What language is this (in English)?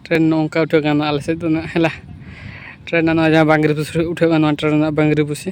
Santali